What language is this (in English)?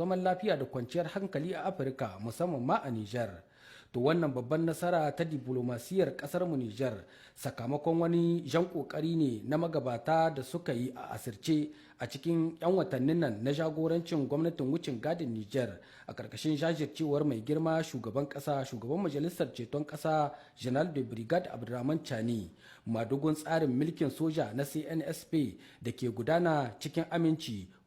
Hausa